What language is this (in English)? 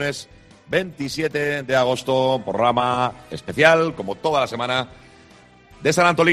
Spanish